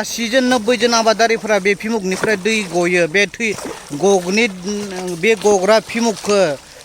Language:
Bodo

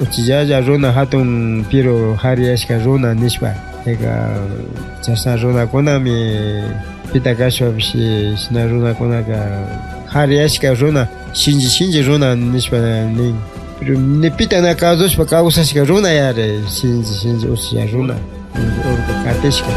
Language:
Imbabura Highland Quichua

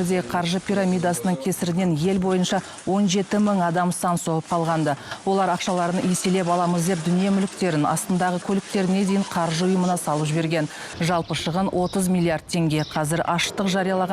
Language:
Kazakh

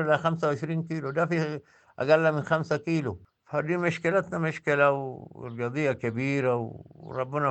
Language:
Sudanese Arabic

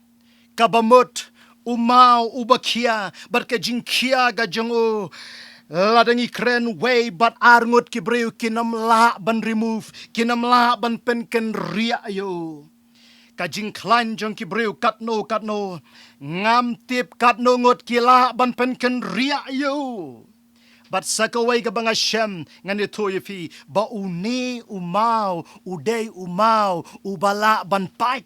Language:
Khasi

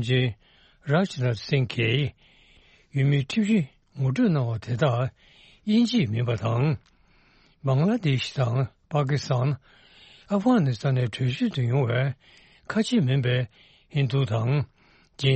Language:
Tibetan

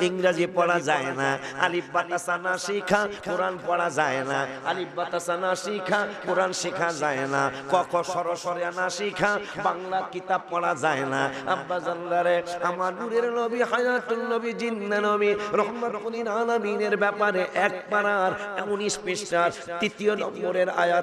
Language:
Sylheti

